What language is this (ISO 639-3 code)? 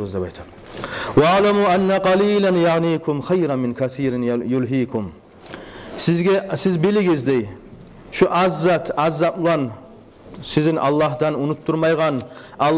kum